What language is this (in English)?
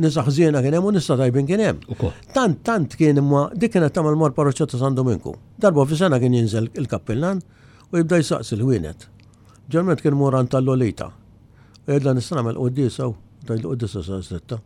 Maltese